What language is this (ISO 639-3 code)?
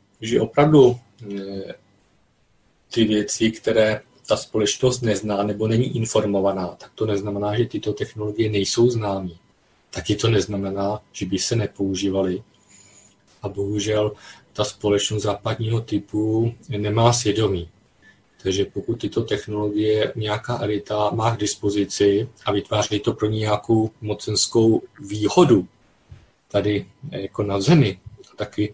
ces